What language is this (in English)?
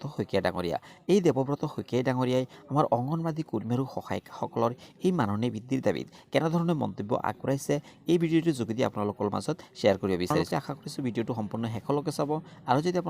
Assamese